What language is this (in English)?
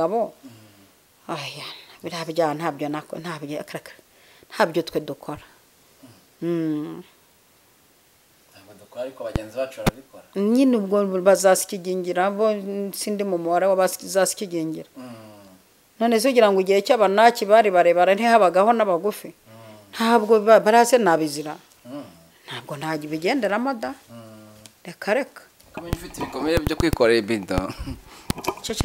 Kinyarwanda